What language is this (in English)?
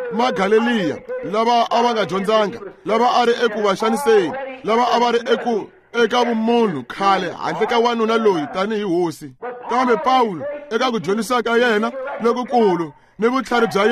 Tsonga